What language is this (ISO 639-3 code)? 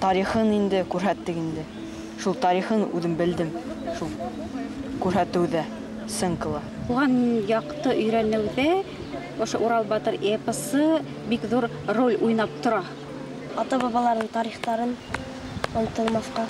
bak